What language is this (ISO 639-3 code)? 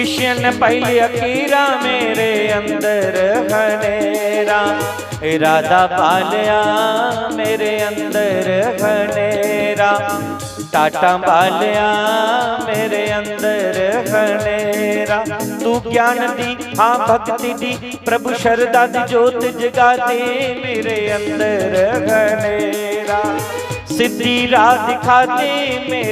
doi